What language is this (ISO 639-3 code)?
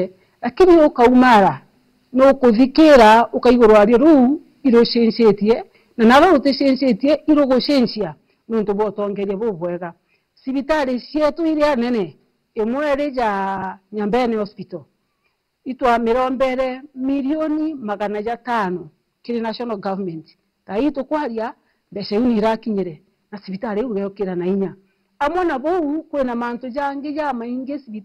mer